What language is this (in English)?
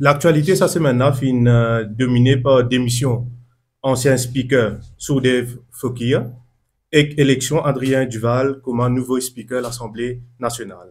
Morisyen